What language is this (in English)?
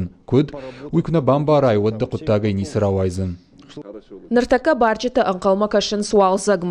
Ossetic